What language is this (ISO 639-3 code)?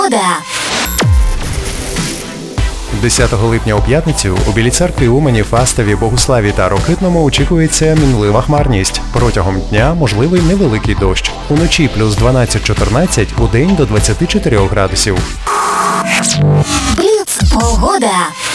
ukr